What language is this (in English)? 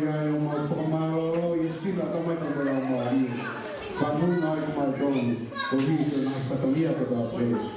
Tongan